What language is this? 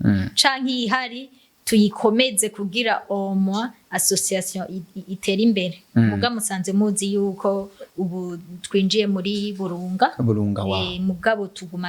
Rundi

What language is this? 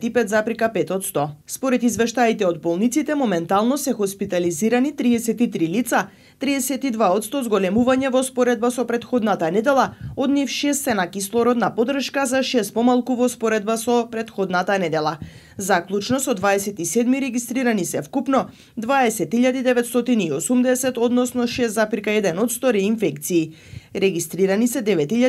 Macedonian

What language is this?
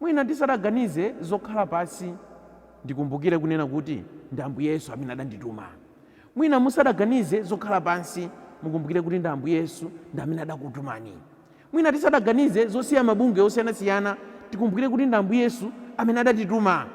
Nyanja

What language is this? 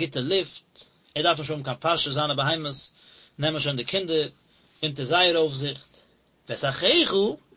Yiddish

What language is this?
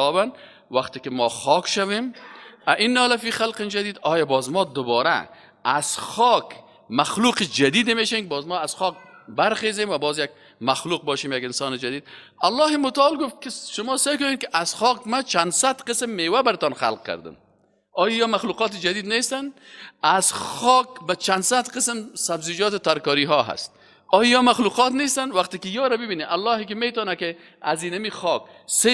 Persian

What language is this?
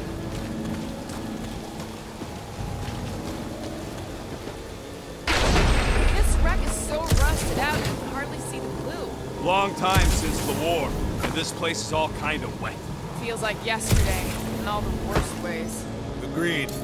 English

